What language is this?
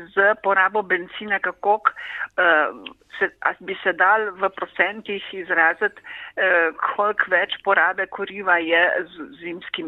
Slovenian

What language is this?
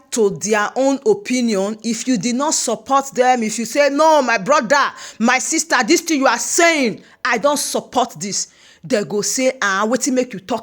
Nigerian Pidgin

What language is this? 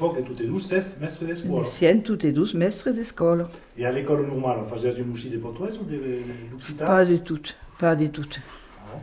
Occitan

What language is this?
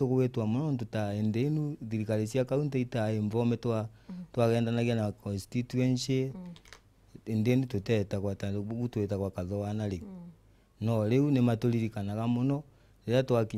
Meru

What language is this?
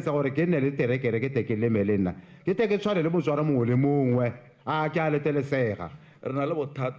Tswana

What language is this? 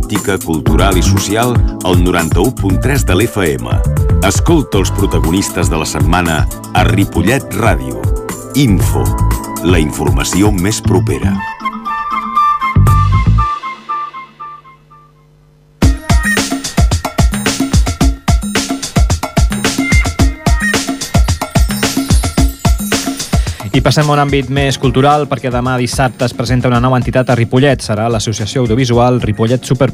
Catalan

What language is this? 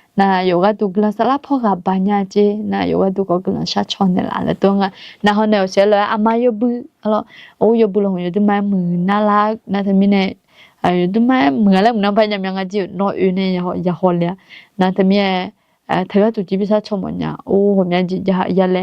Akha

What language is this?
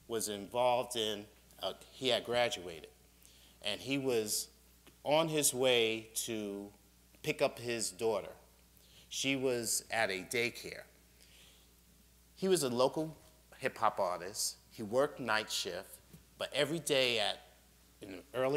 English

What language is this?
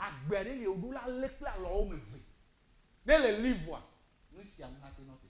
Ewe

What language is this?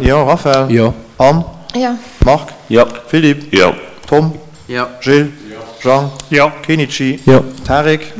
Luxembourgish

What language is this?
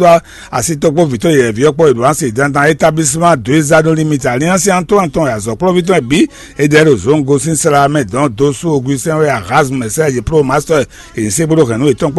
Fon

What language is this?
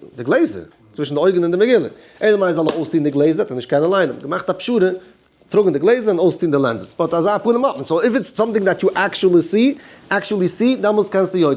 Yiddish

